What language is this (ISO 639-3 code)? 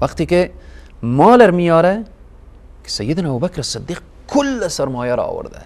fas